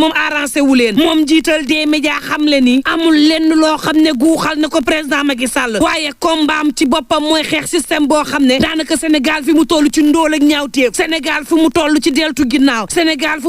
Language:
Wolof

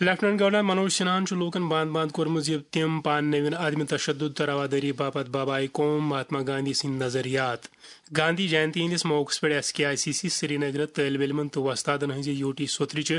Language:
Kashmiri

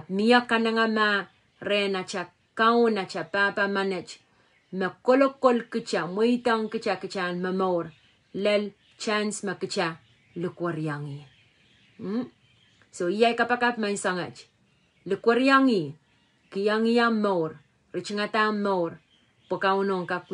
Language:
Pohnpeian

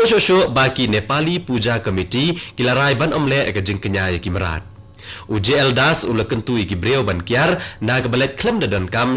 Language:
Khasi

